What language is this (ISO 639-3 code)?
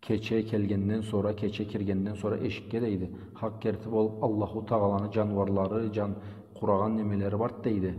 krc